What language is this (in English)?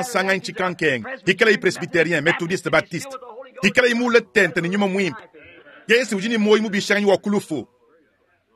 Luba-Lulua